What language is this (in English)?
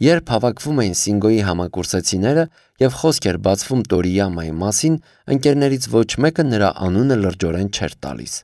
Armenian